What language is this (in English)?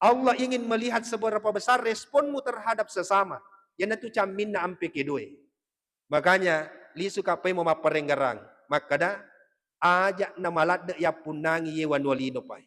Buginese